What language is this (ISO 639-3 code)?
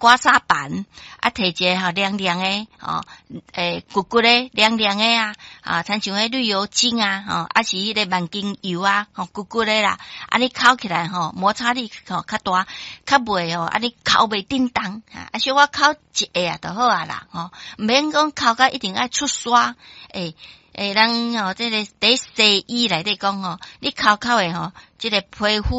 nan